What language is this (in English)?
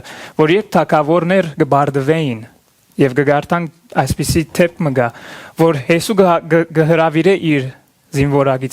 Western Armenian